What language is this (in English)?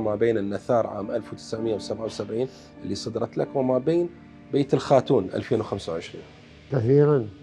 Mesopotamian Arabic